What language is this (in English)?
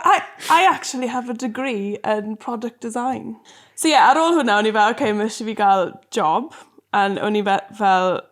Welsh